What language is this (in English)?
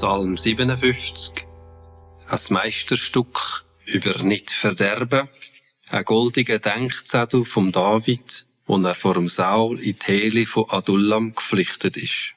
Swiss German